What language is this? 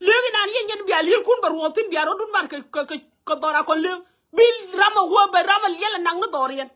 Nuer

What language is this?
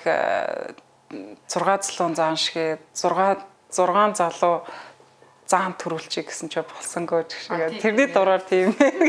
Mongolian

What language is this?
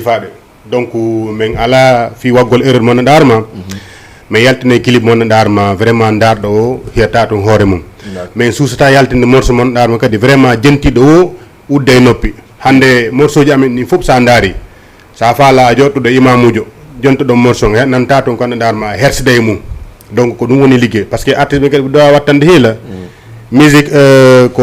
Fula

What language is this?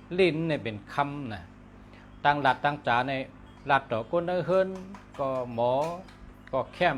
Shan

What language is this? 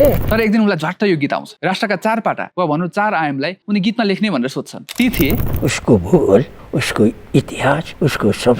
Nepali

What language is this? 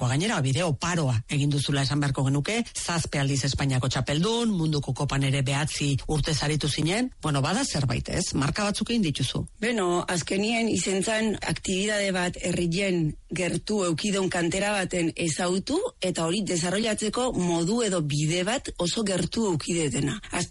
Basque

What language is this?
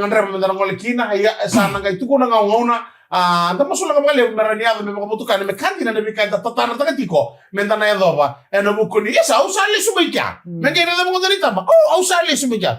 Fijian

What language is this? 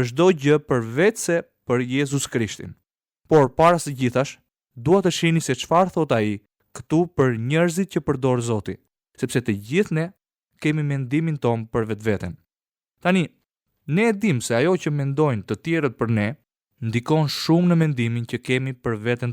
Albanian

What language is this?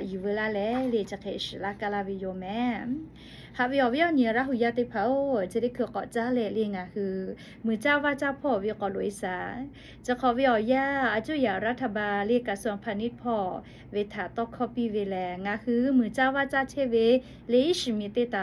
Lahu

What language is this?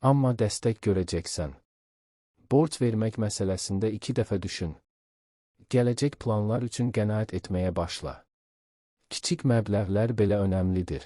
Azerbaijani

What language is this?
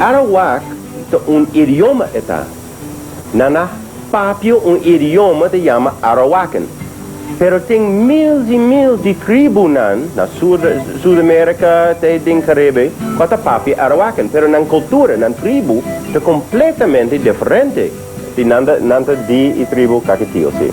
Papiamento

